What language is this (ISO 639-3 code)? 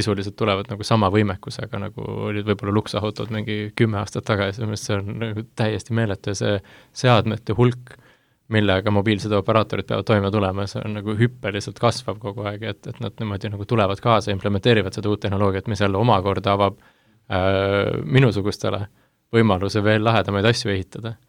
est